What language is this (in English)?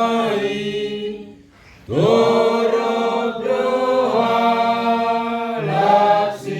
Batak Toba